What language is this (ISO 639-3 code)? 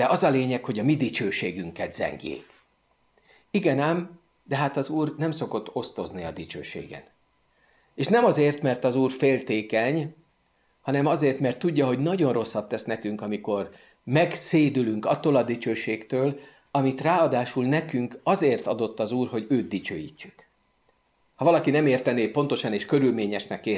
hun